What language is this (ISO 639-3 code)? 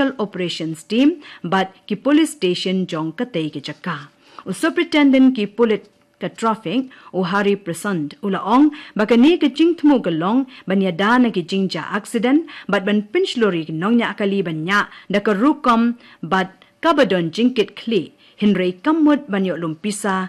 kha